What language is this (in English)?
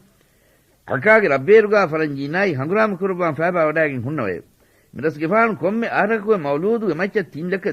Divehi